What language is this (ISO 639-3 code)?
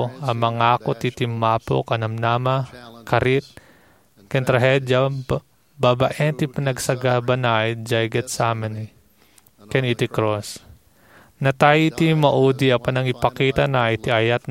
ilo